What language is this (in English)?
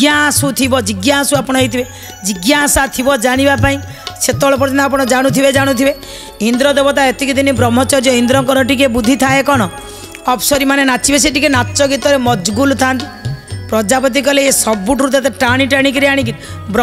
Odia